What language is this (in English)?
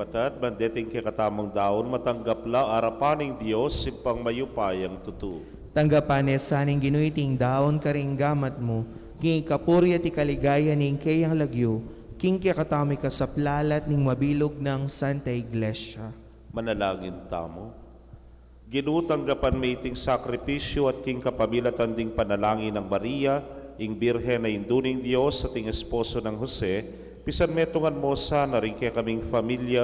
Pampanga